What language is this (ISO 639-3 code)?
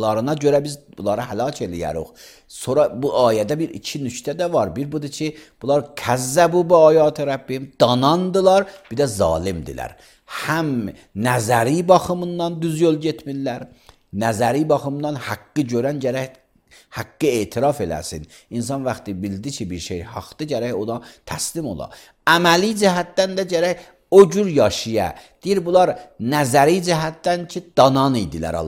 aze